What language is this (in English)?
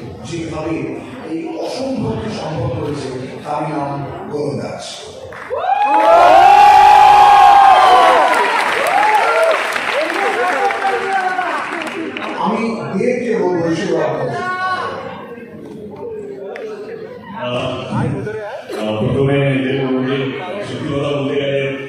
Bangla